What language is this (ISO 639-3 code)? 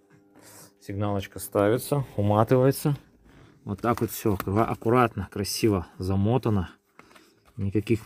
rus